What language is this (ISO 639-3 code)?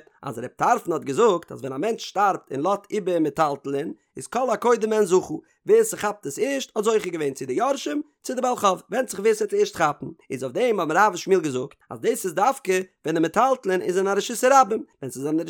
yid